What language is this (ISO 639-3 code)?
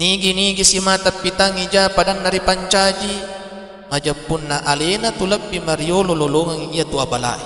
bug